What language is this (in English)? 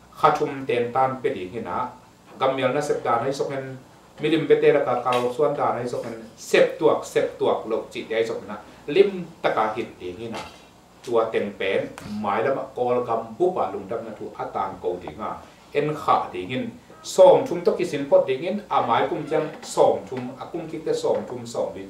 Tedim Chin